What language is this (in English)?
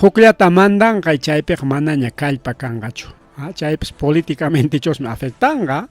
Ayacucho Quechua